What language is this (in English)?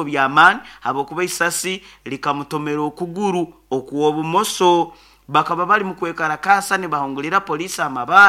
Nyoro